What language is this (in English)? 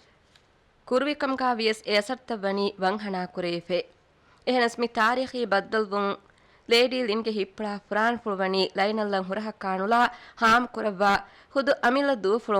Divehi